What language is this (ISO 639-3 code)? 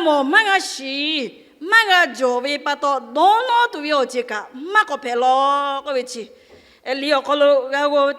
lhu